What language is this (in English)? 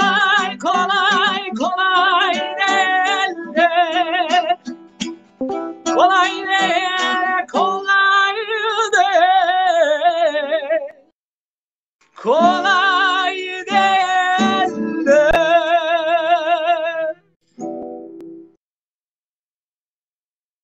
Turkish